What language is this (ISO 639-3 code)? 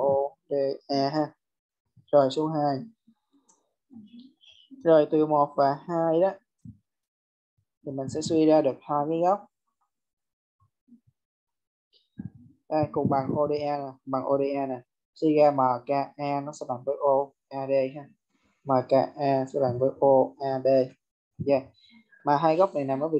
vie